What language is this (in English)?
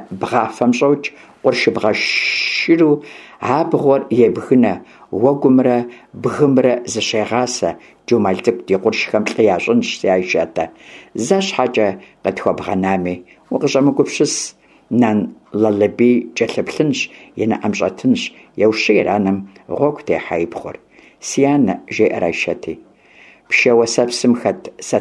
Kabardian